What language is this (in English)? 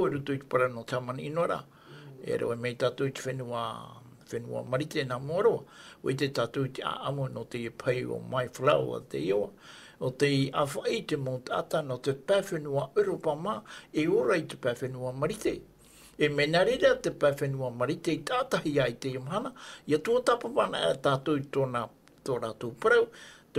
Tahitian